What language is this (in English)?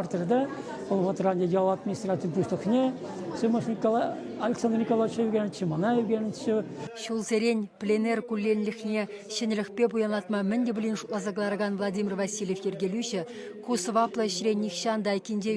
Chuvash